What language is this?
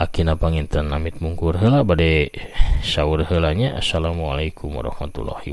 Sundanese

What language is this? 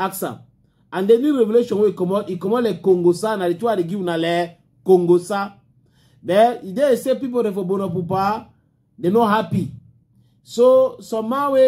Cameroon Pidgin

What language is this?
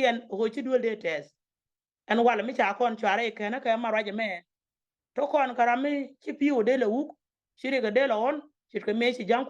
Nuer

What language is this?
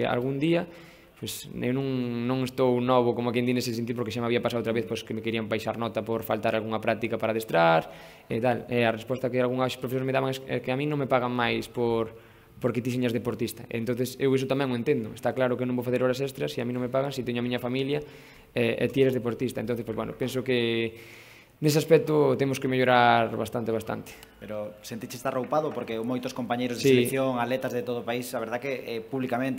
Galician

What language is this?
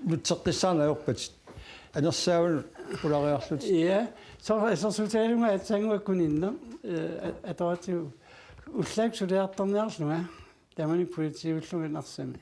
Kalaallisut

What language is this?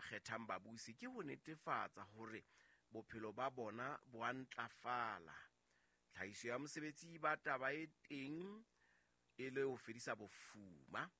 Southern Sotho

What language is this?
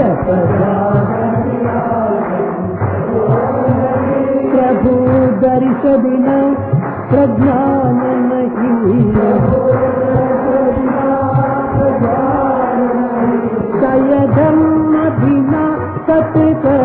Telugu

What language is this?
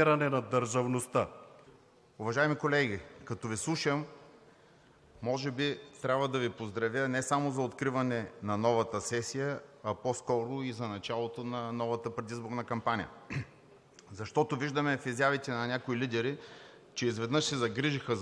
Bulgarian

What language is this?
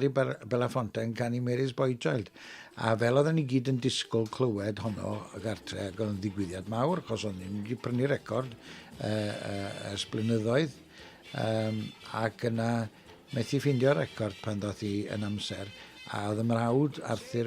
Welsh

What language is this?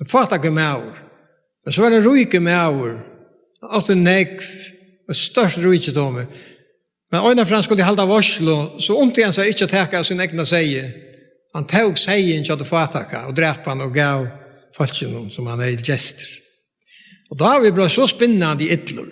Faroese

